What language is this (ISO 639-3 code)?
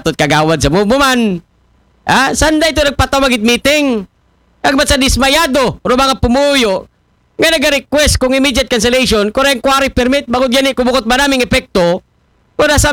akl